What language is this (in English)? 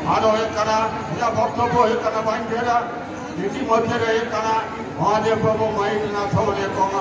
Santali